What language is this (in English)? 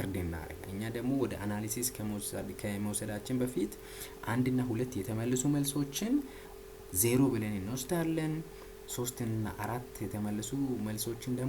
Amharic